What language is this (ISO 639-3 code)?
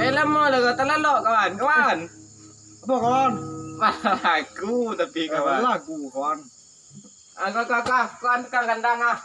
min